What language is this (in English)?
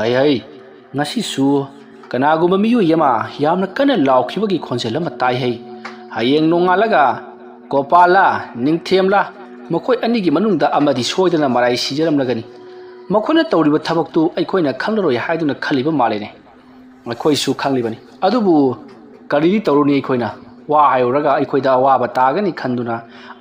Manipuri